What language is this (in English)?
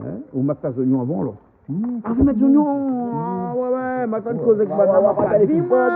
Réunion Creole French